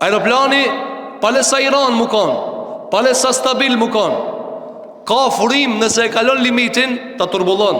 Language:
Albanian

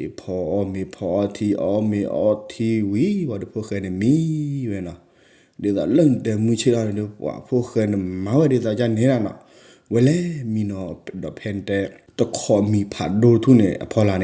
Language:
S'gaw Karen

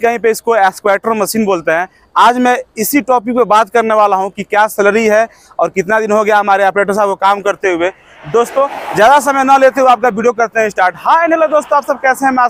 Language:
Hindi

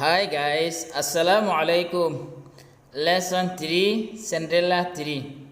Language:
Rohingya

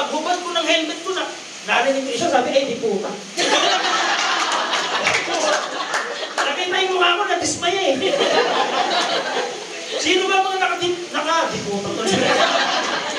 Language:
Filipino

